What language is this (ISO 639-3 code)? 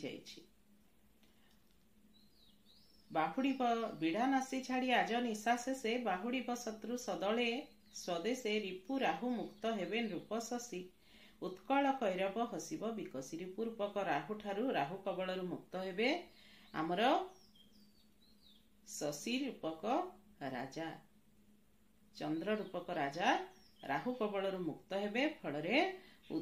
ori